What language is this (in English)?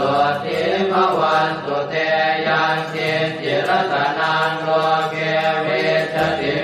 Pali